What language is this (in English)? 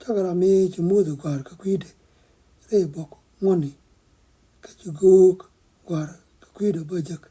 Nuer